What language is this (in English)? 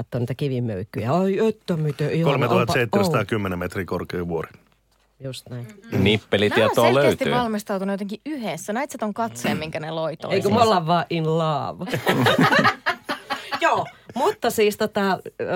Finnish